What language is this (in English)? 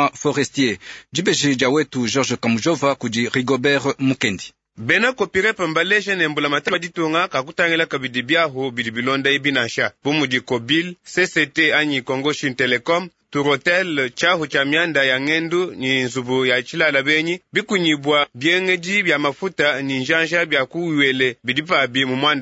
Luba-Lulua